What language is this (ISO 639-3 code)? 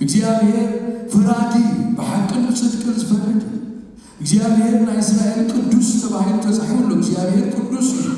tir